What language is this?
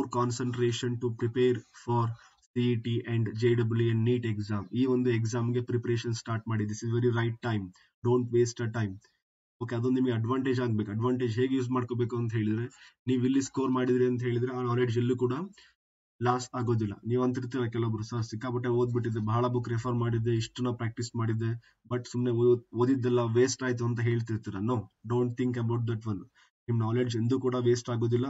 Kannada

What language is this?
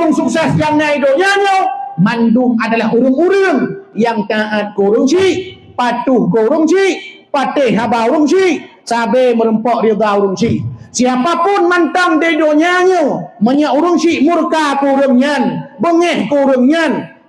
Achinese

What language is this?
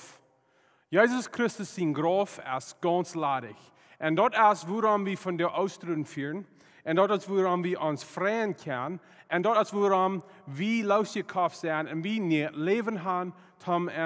Plautdietsch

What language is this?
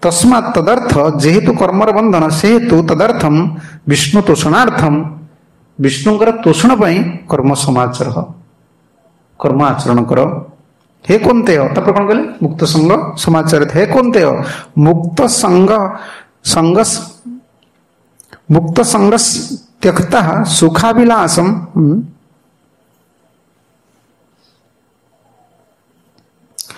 Odia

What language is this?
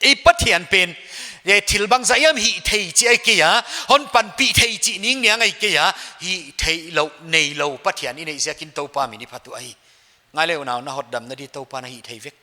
Paite Chin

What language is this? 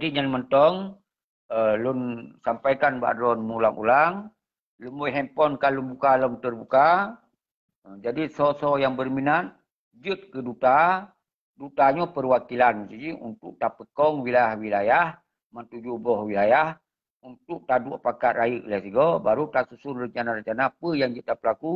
Achinese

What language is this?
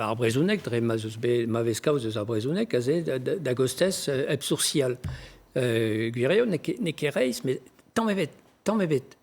Breton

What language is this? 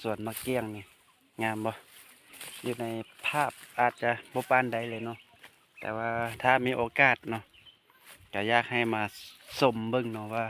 Lao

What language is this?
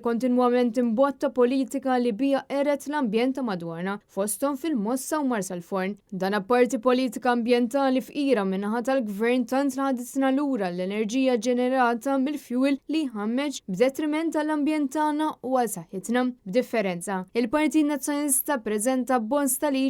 Maltese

